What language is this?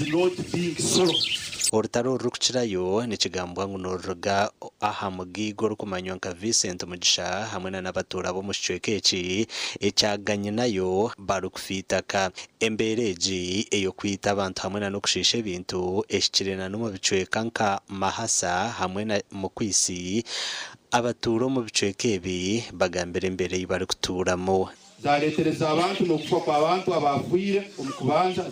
Nyankole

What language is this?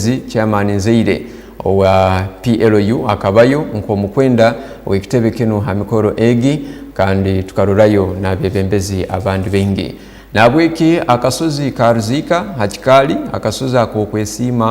Tooro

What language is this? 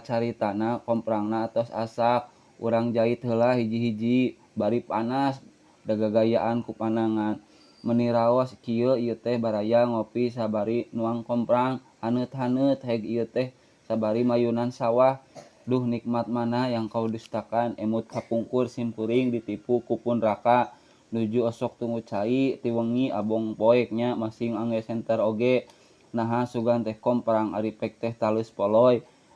Sundanese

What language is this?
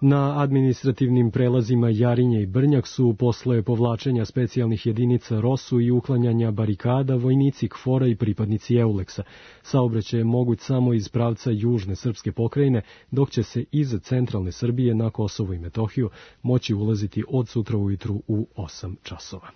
Serbian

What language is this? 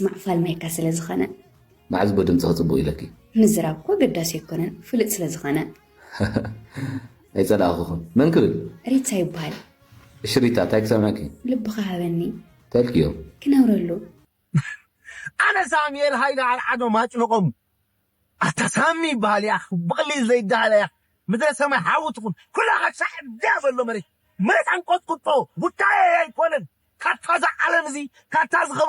Tigrinya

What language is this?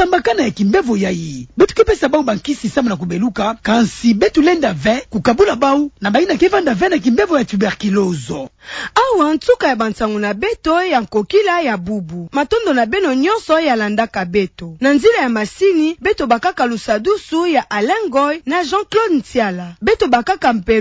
Kituba (Democratic Republic of Congo)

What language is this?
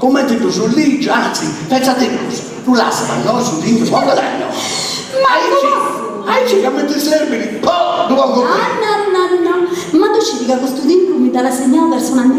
Sardinian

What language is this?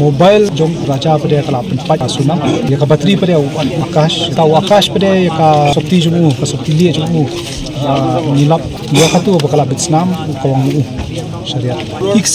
Khasi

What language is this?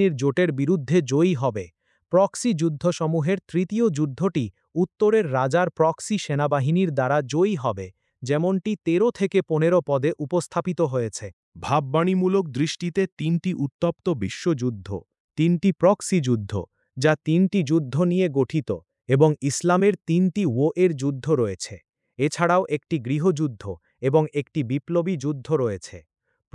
Bangla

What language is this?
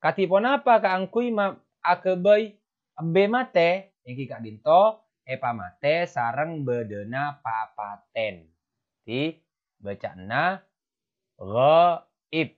Madurese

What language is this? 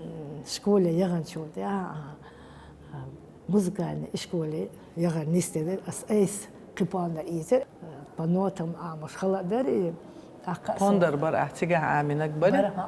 Chechen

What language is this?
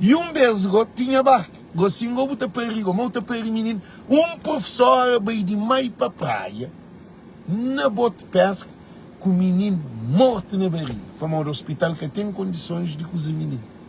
Kabuverdianu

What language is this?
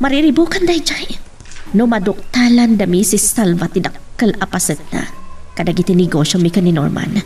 Iloko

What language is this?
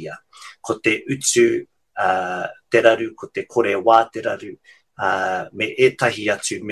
Māori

